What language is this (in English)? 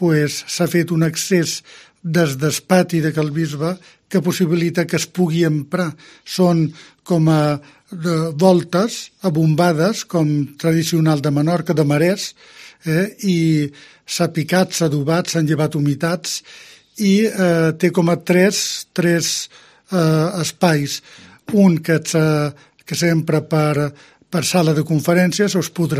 Catalan